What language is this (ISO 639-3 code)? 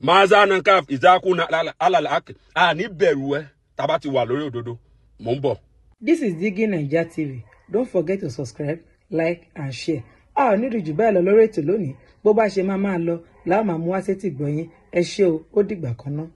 yor